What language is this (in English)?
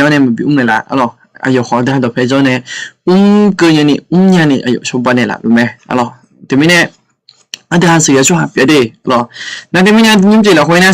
Akha